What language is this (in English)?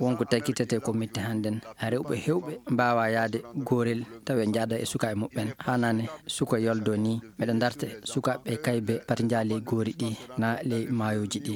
Fula